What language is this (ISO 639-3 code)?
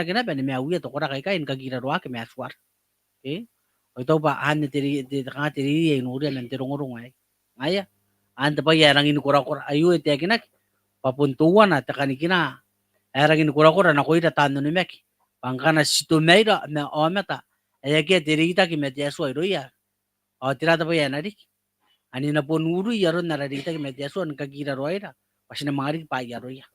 gil